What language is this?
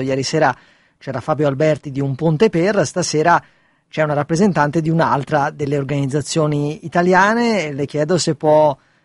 Italian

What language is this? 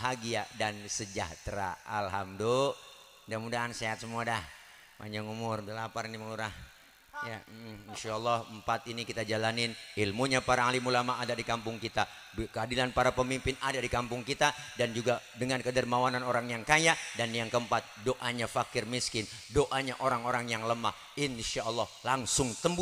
Betawi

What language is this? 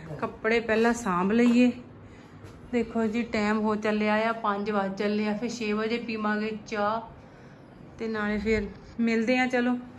Punjabi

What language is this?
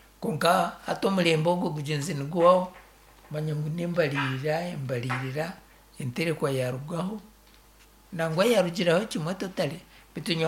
Nyankole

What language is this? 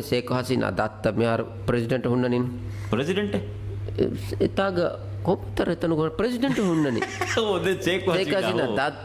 Divehi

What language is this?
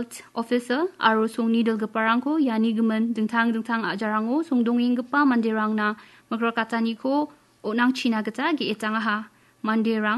Garo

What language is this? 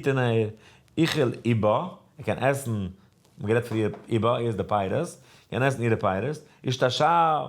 Yiddish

